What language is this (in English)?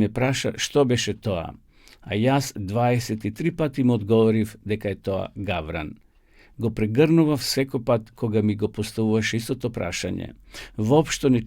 Macedonian